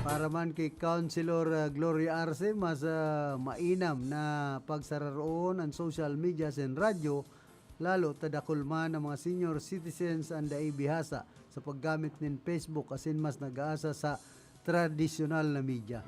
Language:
Bikol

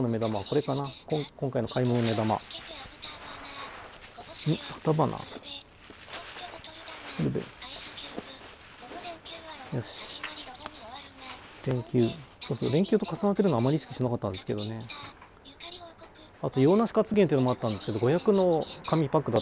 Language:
Japanese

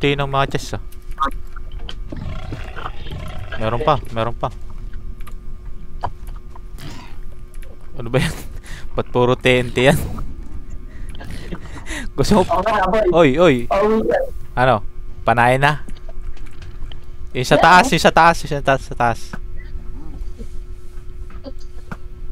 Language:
Filipino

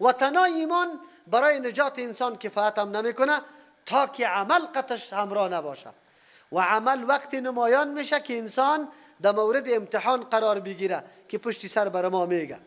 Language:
Persian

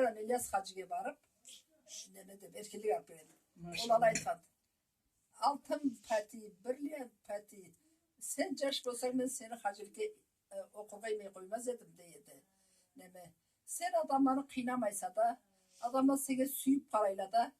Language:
Karachay-Balkar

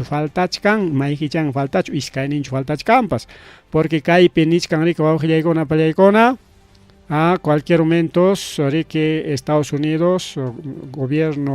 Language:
Ayacucho Quechua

